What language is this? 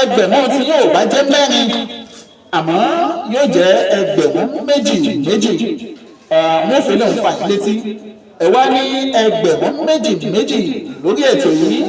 Yoruba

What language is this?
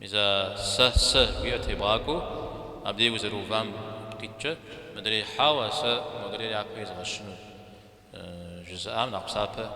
Kabardian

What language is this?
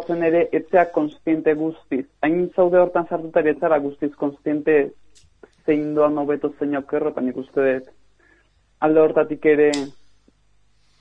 Basque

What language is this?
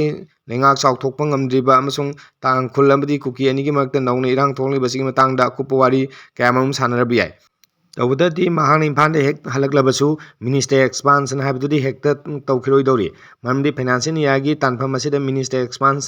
Manipuri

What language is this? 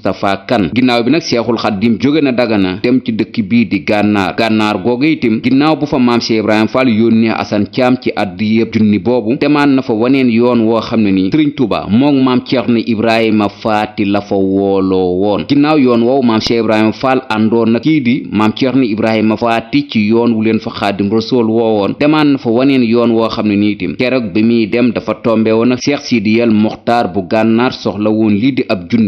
Wolof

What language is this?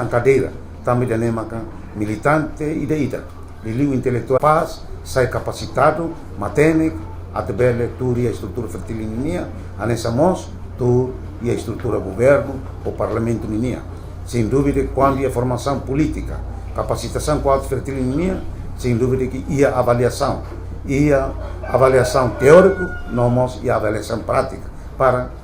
Tetum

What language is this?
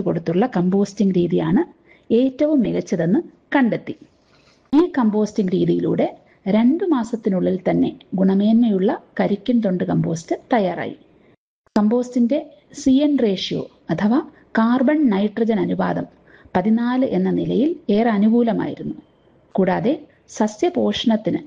Malayalam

